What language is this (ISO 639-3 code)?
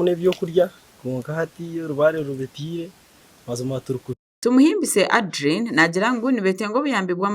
nyn